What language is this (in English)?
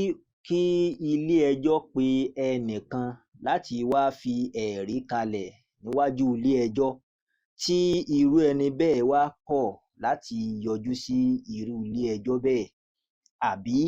Yoruba